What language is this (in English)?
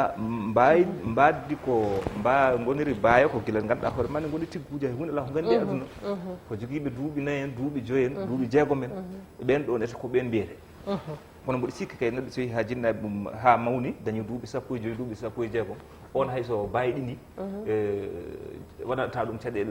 Fula